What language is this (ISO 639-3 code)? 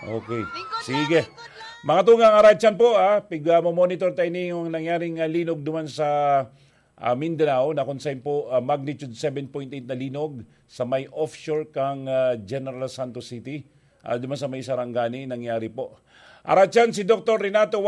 bik